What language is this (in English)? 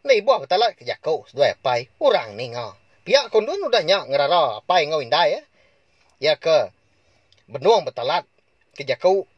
Iban